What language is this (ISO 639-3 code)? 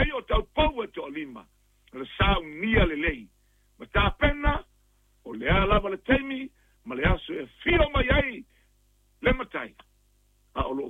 smo